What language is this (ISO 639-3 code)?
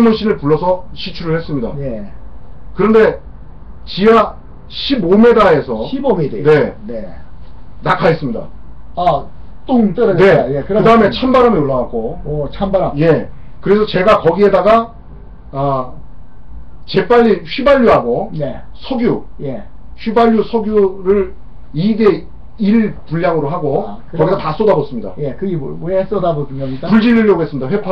kor